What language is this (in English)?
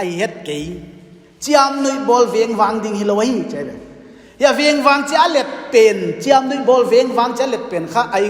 Paite Chin